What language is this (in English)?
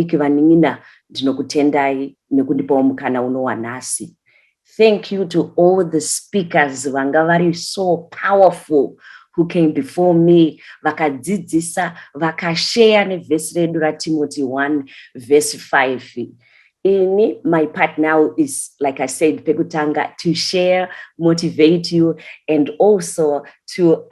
Shona